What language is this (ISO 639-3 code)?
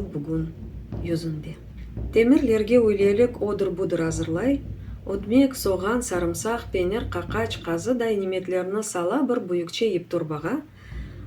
crh